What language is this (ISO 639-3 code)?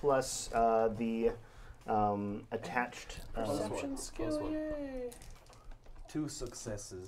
eng